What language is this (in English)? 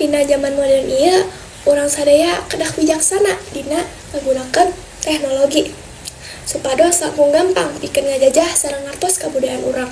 Sundanese